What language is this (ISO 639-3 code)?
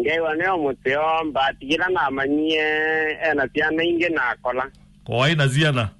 kam